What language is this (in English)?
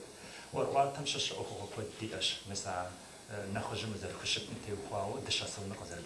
Kabardian